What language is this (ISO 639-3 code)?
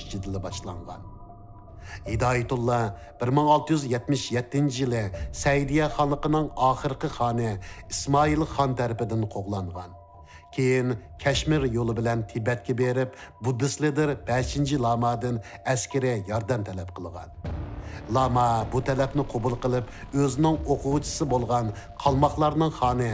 uig